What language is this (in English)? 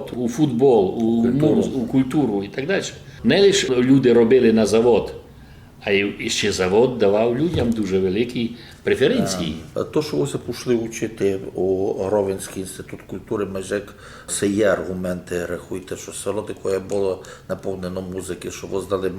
Rusyn